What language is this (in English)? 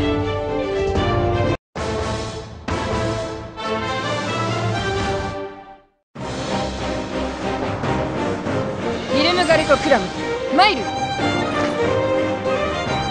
Japanese